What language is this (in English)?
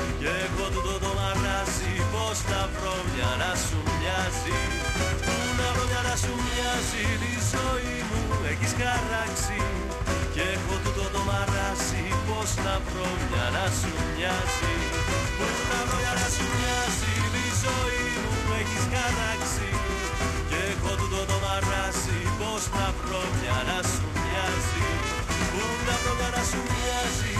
Greek